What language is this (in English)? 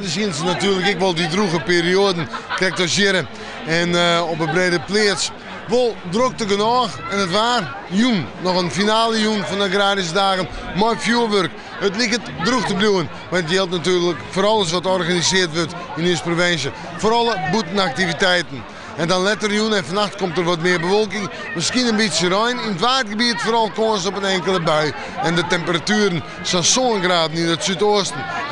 Western Frisian